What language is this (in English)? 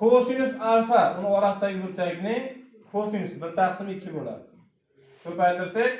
Uzbek